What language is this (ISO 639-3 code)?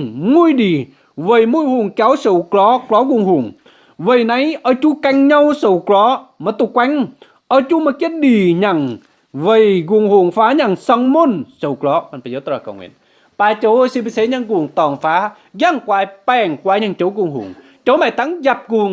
mji